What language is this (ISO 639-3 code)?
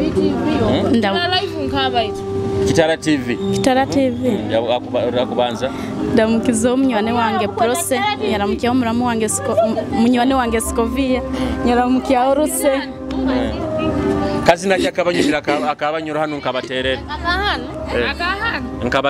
nyo